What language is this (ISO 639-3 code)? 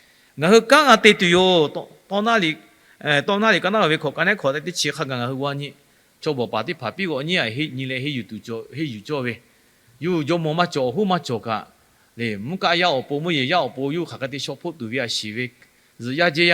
lhu